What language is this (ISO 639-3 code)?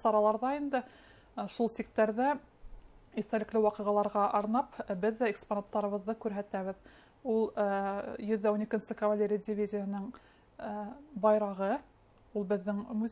bak